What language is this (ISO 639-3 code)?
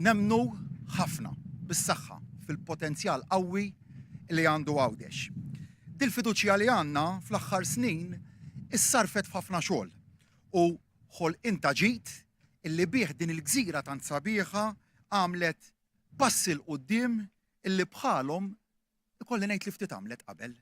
mlt